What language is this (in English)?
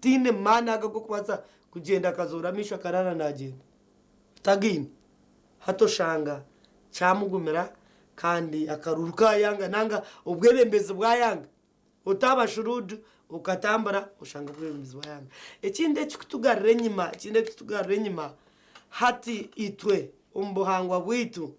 Nyankole